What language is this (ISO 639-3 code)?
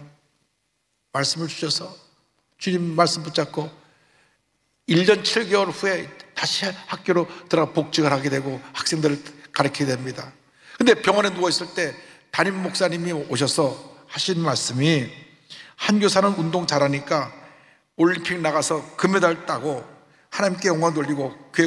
kor